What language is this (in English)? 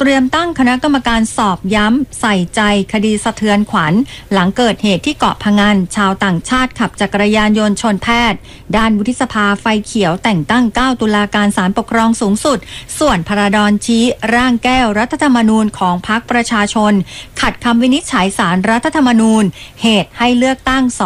Thai